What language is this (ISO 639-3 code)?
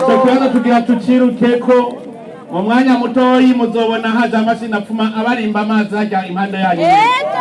run